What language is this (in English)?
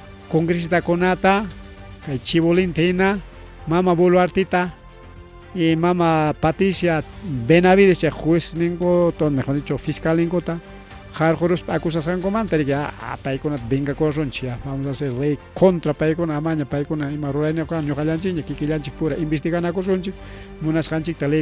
Ayacucho Quechua